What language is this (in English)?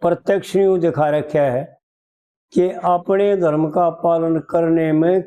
Haryanvi